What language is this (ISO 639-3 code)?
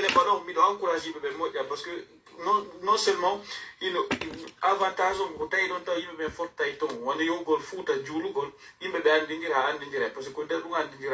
fuf